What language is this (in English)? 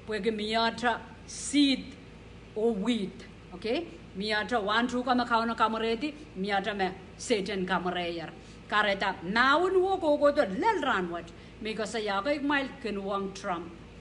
Pohnpeian